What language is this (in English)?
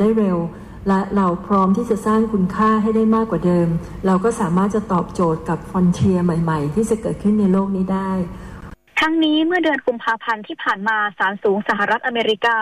Thai